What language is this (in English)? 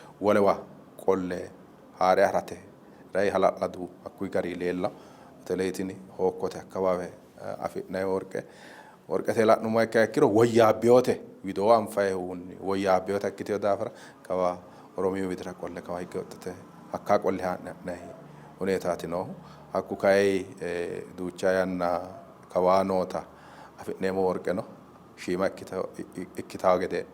Sidamo